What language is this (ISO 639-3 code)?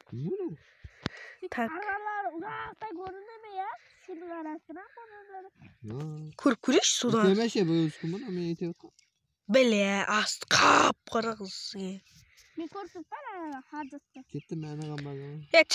kaa